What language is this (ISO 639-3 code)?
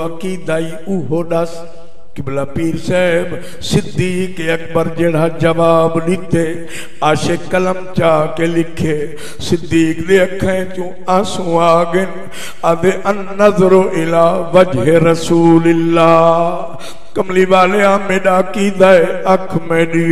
skr